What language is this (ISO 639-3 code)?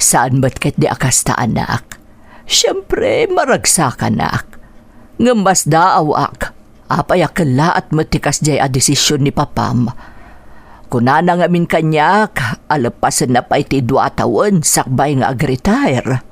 ilo